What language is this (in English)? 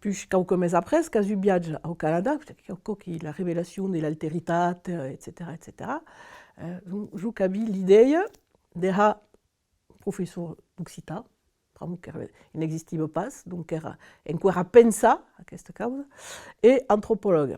Occitan